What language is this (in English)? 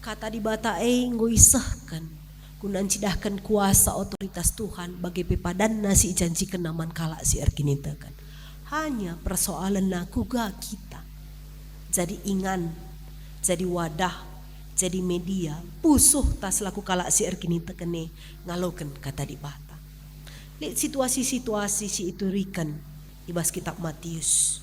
Batak Karo